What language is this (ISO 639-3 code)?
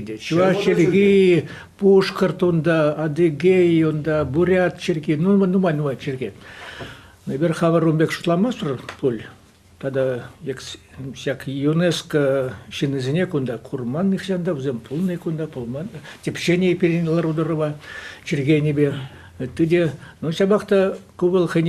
chv